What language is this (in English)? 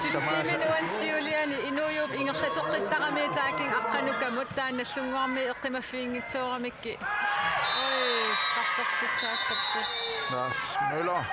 Kalaallisut